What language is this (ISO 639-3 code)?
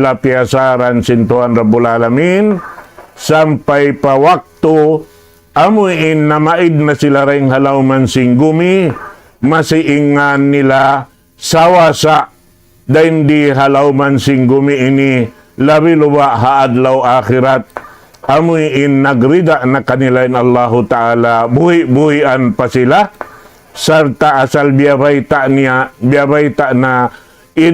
tsg